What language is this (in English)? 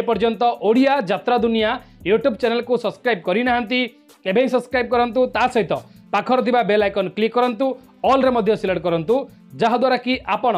Odia